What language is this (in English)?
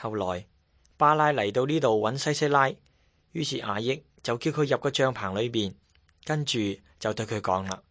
Cantonese